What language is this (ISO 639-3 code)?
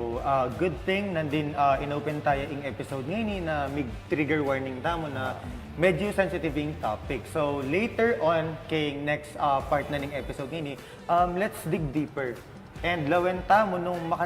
pam